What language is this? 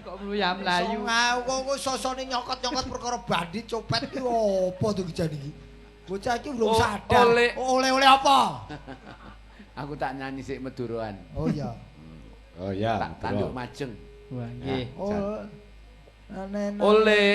Javanese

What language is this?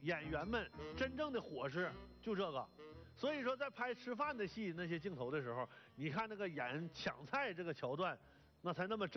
Chinese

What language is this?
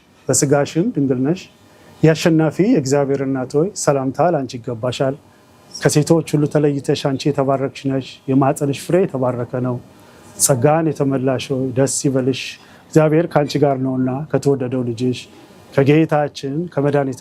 Amharic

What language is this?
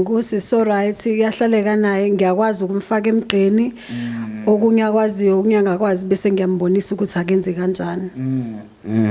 Zulu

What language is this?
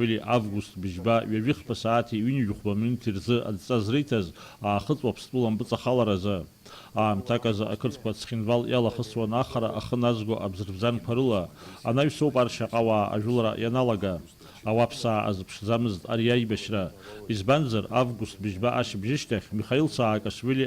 Abkhazian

